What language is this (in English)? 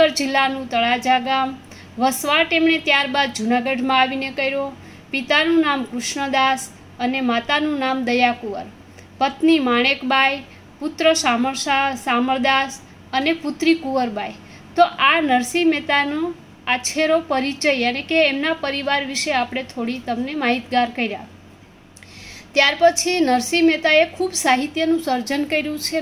Gujarati